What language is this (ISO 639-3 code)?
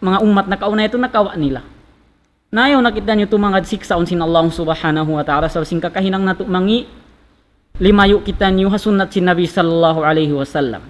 tsg